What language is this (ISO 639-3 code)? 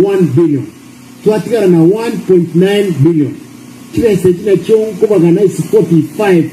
guz